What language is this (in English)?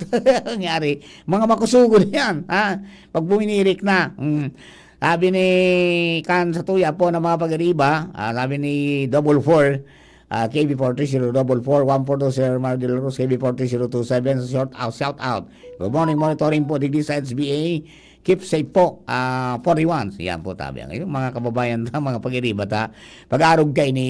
Bikol